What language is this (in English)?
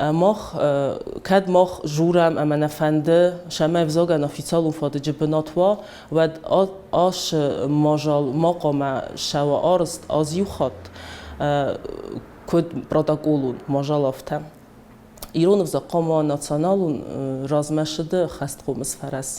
Ossetic